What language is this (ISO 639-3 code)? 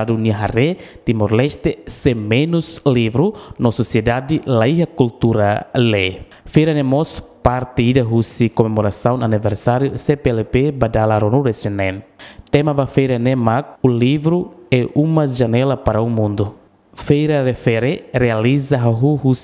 tet